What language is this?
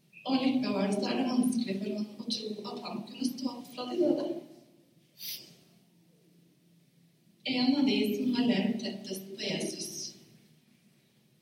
Norwegian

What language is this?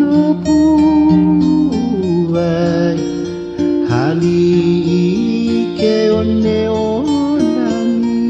Hawaiian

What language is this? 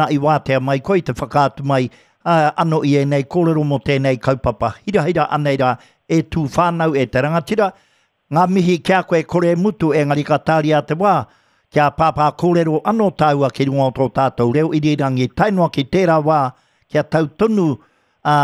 Māori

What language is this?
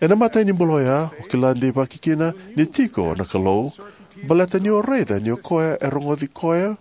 Fijian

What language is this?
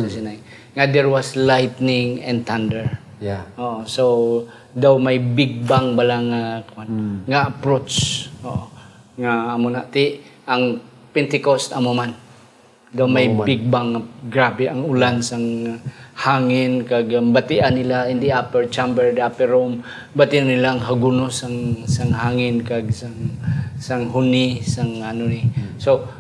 Hiligaynon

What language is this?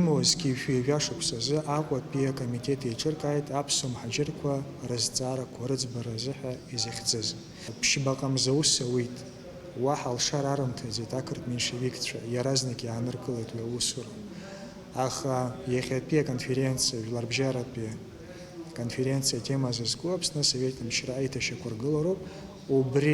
Abkhazian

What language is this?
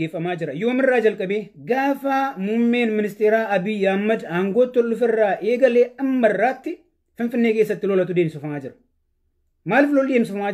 Oromo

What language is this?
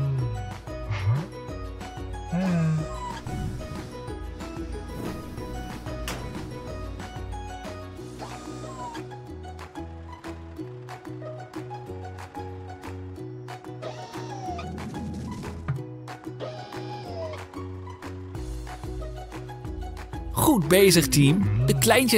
Dutch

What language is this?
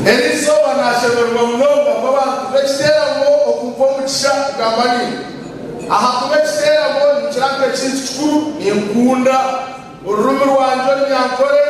Nyankole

